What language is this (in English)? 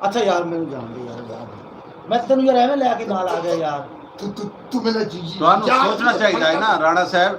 Saraiki